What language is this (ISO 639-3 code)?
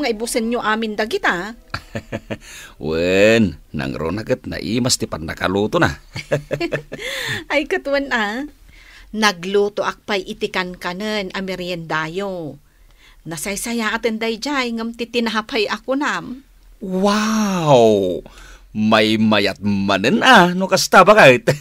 ilo